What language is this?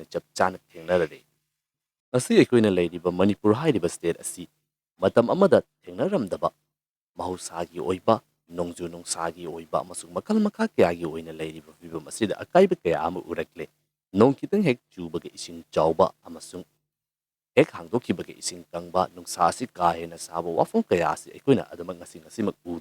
Manipuri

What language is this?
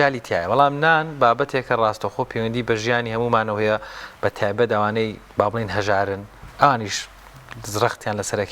Central Kurdish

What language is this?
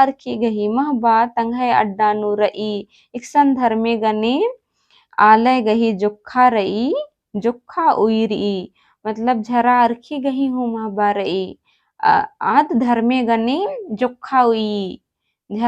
Kurukh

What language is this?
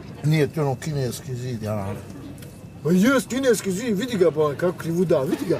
Bosnian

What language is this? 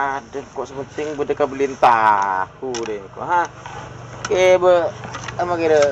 Madurese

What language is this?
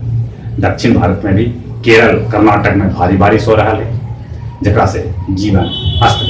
Magahi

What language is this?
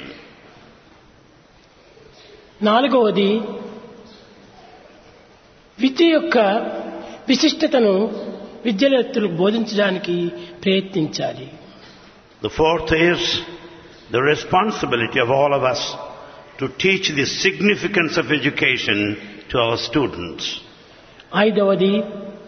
Telugu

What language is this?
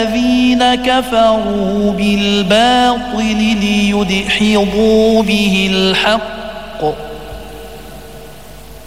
Arabic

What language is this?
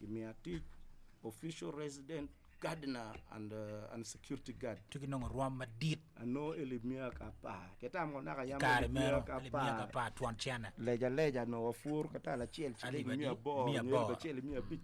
Acoli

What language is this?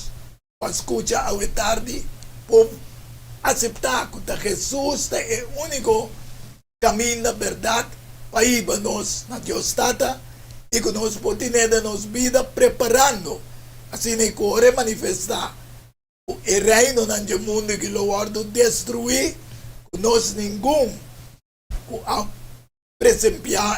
Papiamento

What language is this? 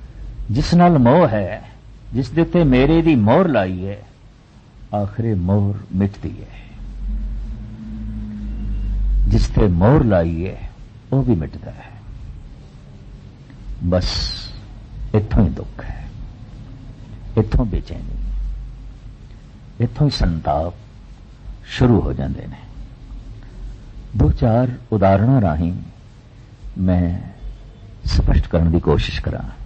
Punjabi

